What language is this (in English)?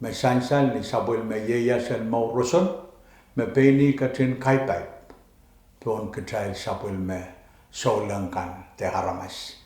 Pohnpeian